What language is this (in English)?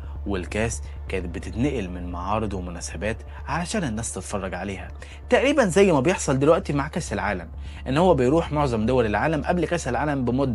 Egyptian Arabic